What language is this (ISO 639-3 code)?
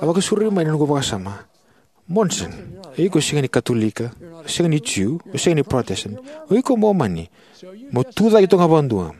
fij